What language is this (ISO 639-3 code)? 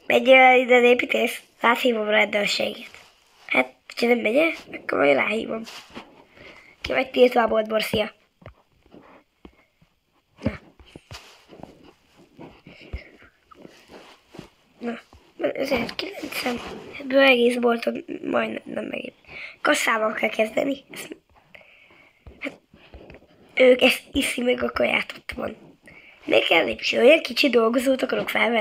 hun